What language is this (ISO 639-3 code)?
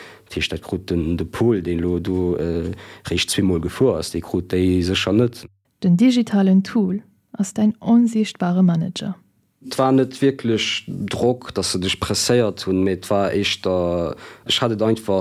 ltz